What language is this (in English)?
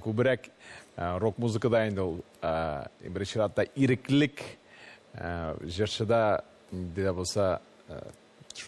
Tatar